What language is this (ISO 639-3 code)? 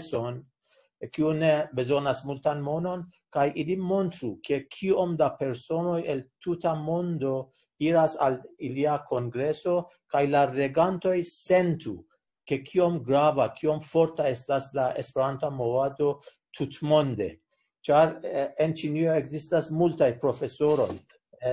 epo